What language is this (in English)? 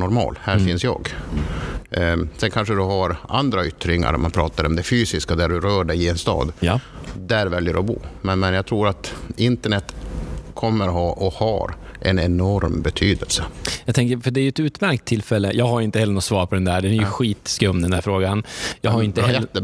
Swedish